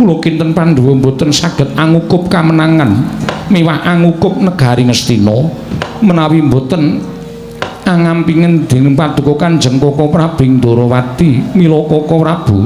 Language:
Javanese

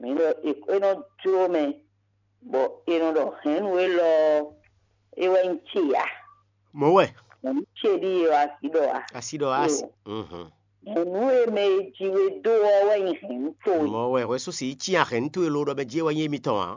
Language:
Fon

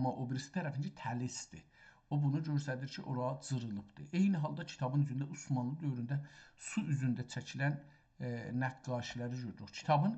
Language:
South Azerbaijani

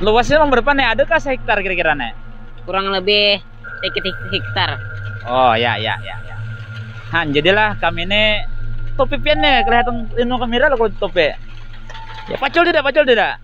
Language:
Banjar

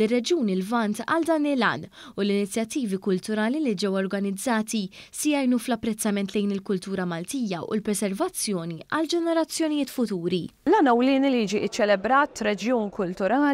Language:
Maltese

